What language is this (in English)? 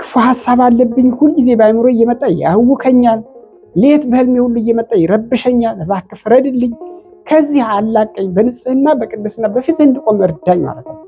Amharic